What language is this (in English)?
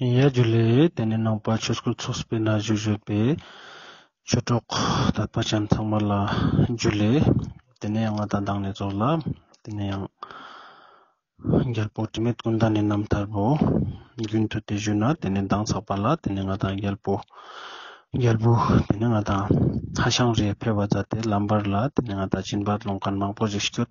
Ladakhi